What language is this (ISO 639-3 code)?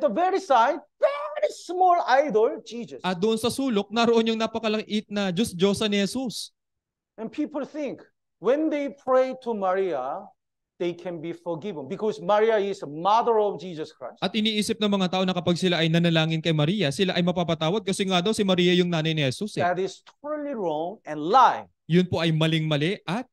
fil